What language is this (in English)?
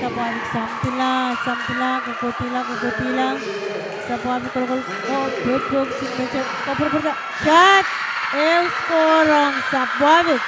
Pohnpeian